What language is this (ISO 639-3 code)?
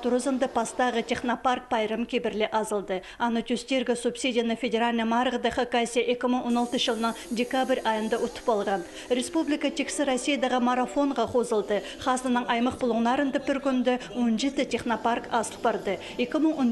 kjh